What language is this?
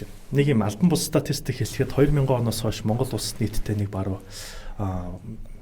Mongolian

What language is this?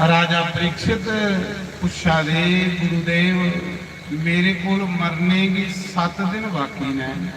Dogri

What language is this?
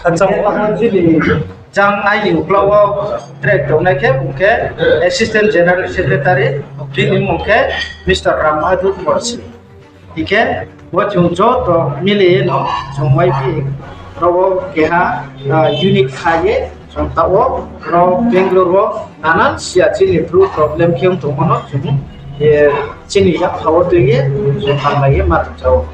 Riang (India)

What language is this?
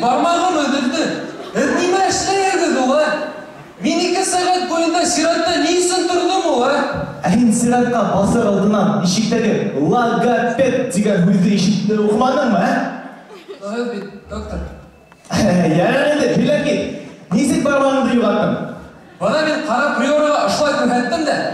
Bashkir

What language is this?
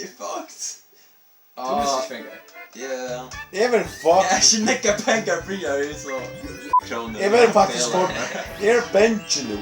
Faroese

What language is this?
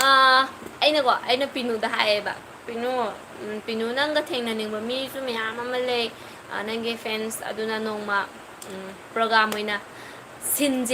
Manipuri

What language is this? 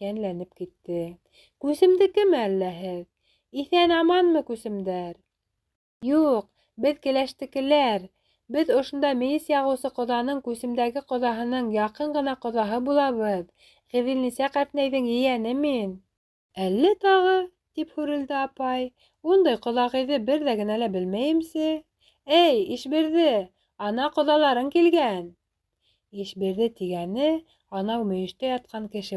Bashkir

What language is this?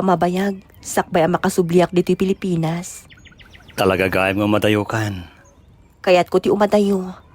Iloko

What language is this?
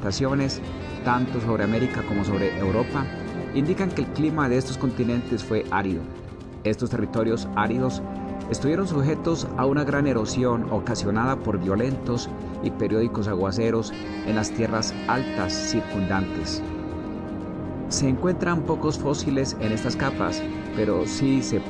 Spanish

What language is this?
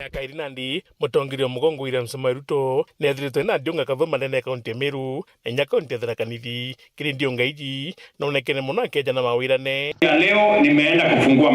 Meru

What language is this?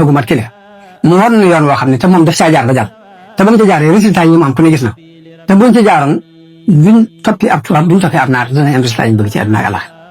Wolof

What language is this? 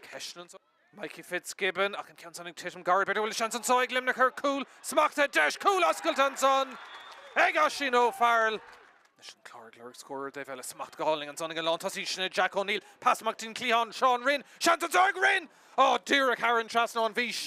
Irish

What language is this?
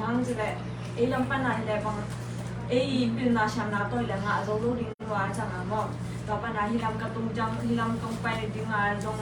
Tedim Chin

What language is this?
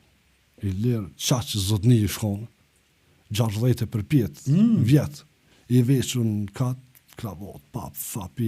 Albanian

